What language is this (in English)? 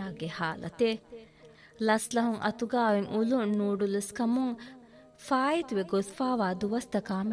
Divehi